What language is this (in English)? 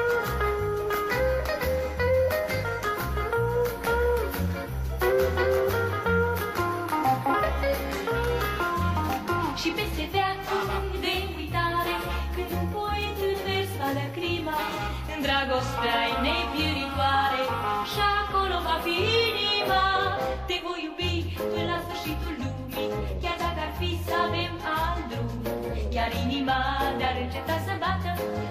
Romanian